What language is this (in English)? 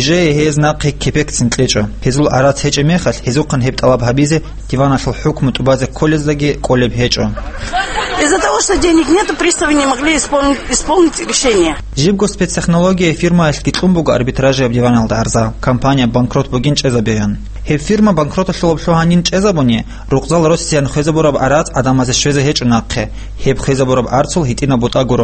Avaric